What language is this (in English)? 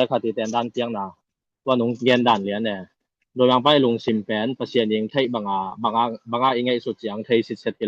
Tedim Chin